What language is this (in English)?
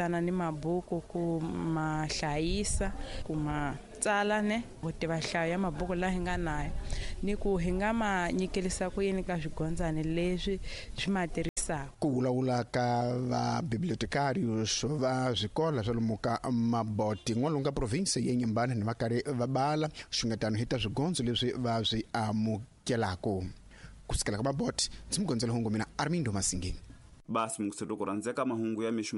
Tsonga